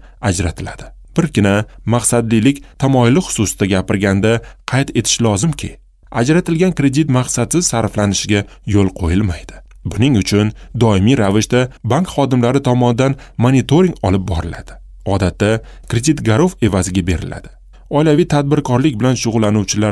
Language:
Uzbek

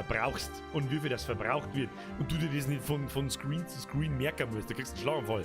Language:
Bavarian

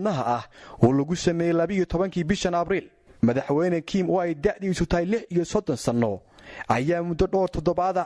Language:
Somali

